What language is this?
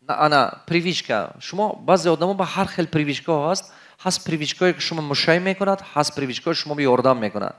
Tajik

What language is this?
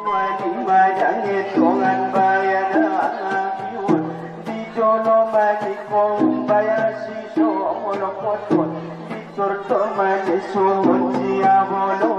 Batak Angkola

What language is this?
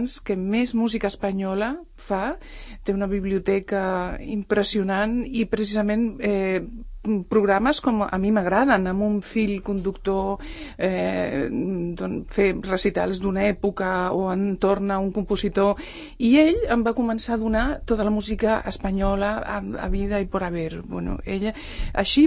Catalan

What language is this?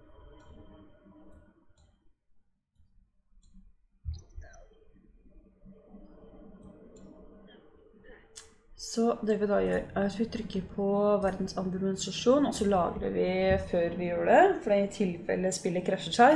Norwegian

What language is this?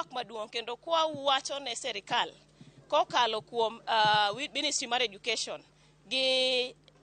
Luo (Kenya and Tanzania)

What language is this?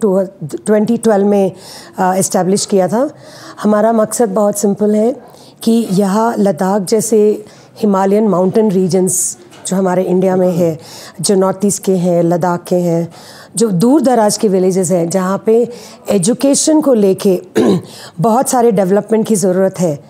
Hindi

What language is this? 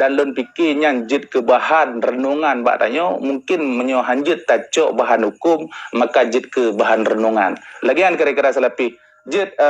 Achinese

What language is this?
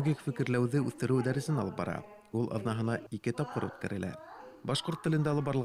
Bashkir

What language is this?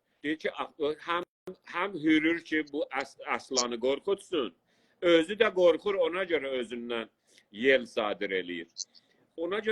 South Azerbaijani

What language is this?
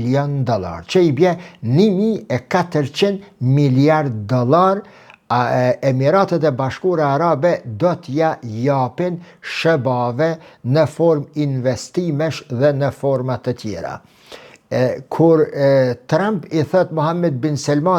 Albanian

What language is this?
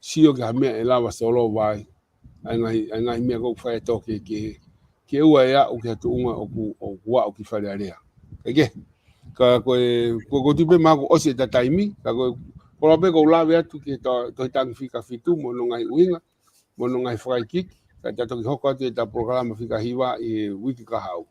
Tongan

